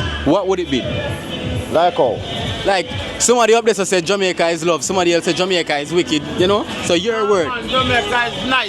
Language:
Jamaican Creole English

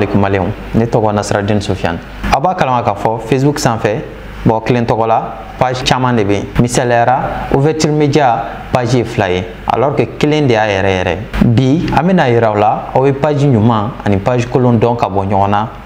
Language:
Bambara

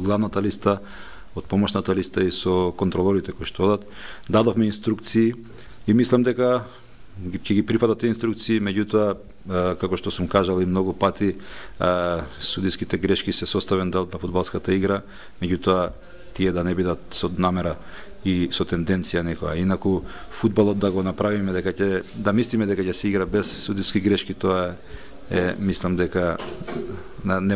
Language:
Macedonian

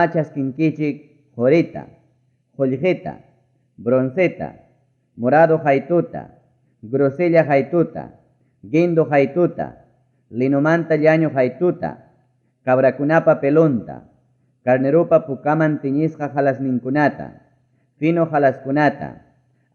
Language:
Ayacucho Quechua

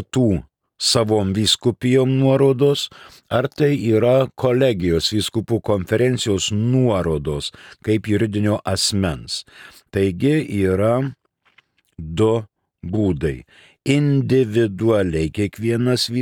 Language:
Lithuanian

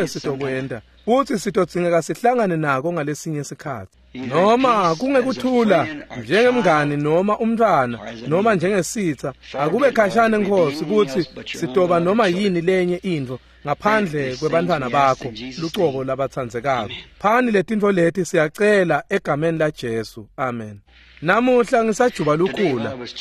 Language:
Swati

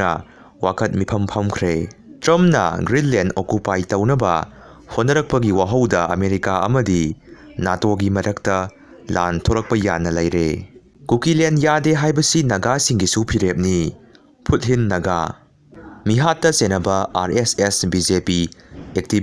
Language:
Manipuri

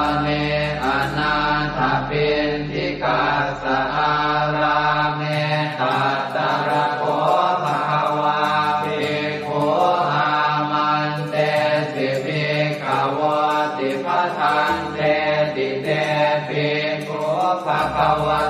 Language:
Pali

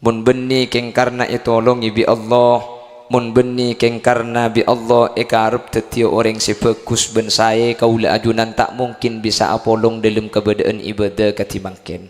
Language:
Madurese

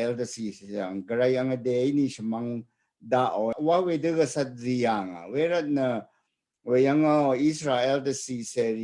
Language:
Rawang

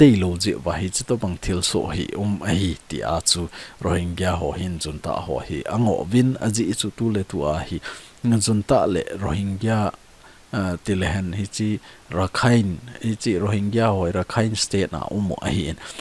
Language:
Thado Chin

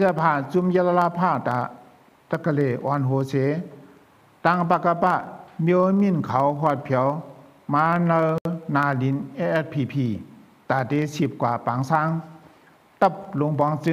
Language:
Shan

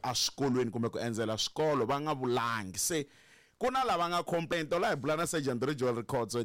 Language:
Tsonga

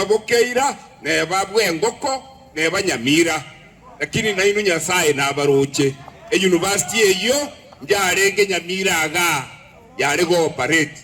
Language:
Gusii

